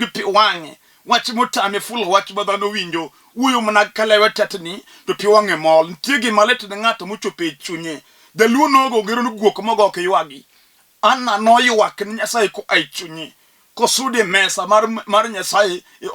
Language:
Luo (Kenya and Tanzania)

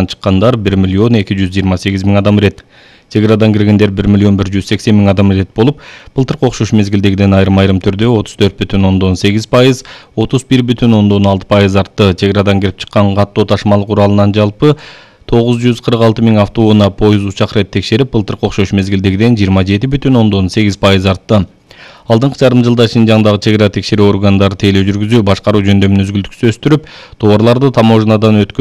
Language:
Kyrgyz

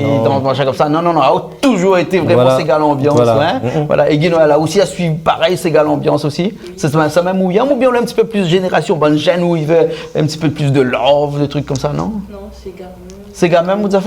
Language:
Réunion Creole French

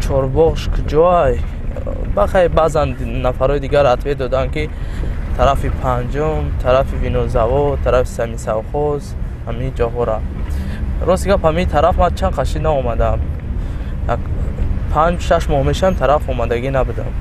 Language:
Tajik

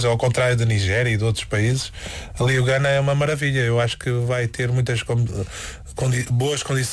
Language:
Portuguese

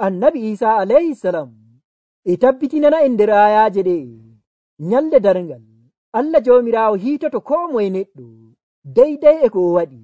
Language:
Nigerian Fulfulde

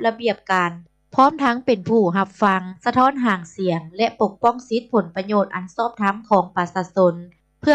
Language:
Lao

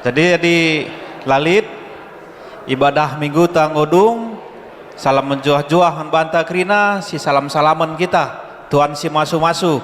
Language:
Batak Karo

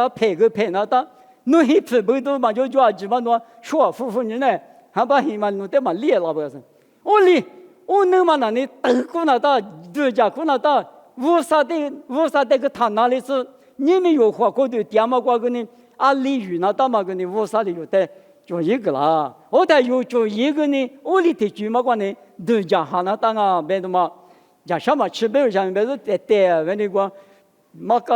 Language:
Lisu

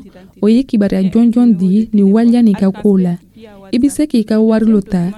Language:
Dyula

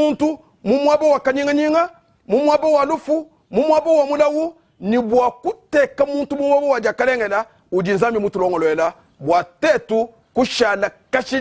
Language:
Luba-Lulua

